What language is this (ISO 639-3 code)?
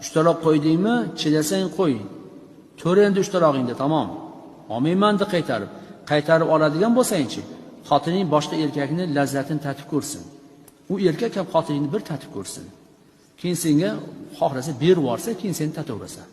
uzb